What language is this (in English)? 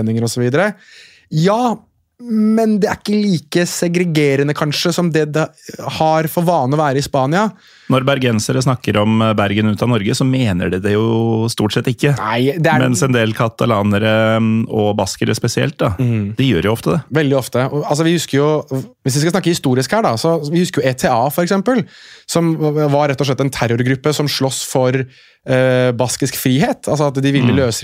Norwegian